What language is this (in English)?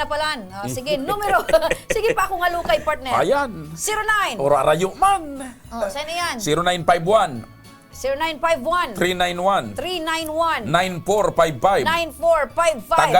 Bikol